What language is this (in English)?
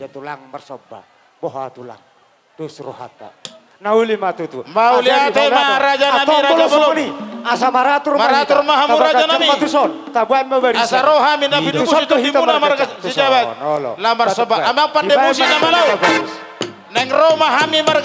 Batak Toba